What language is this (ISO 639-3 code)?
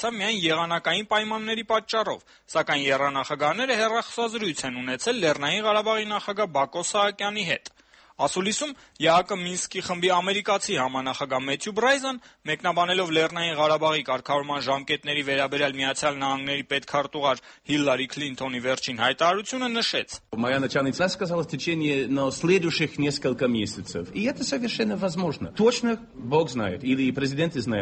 hye